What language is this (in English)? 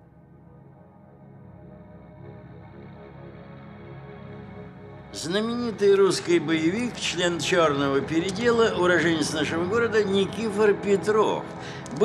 Russian